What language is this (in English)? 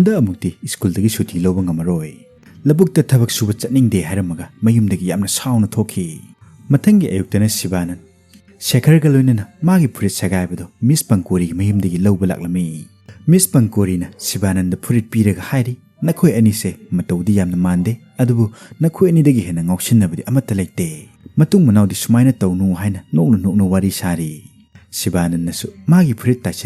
Manipuri